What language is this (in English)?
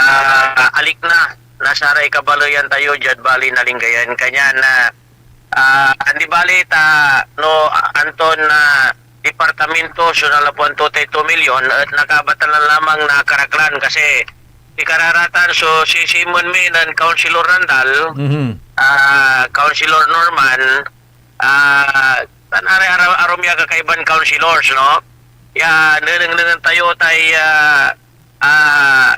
Pangasinan